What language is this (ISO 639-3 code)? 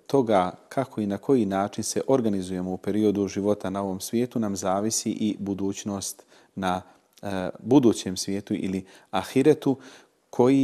bos